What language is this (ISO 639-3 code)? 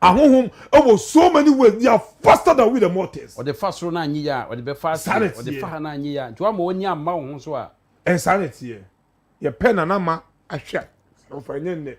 aka